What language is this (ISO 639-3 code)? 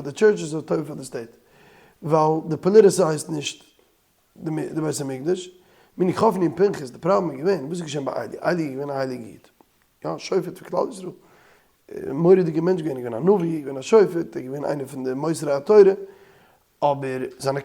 yid